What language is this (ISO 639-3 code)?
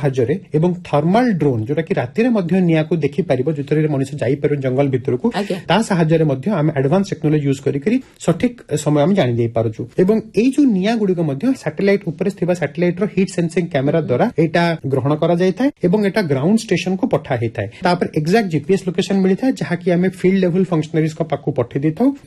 ori